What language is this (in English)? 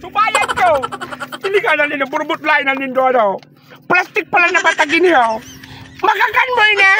Bikol